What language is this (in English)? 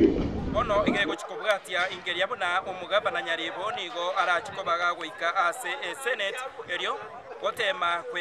Gusii